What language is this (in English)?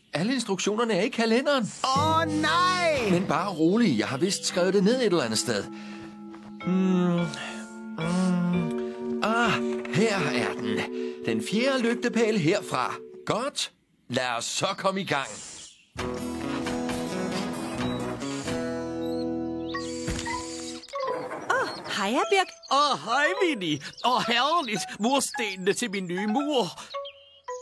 Danish